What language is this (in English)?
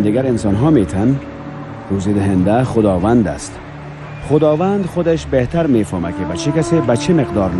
Persian